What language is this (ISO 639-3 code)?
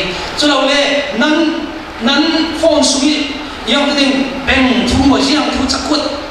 cfm